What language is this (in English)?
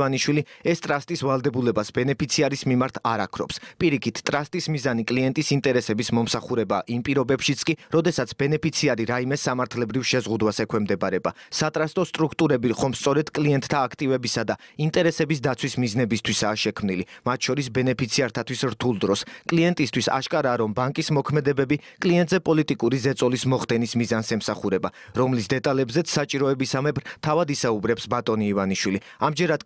Georgian